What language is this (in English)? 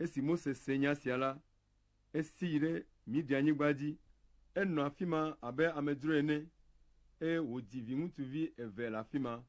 Ewe